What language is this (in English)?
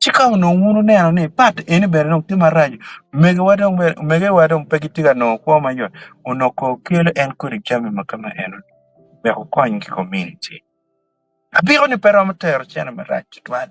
Acoli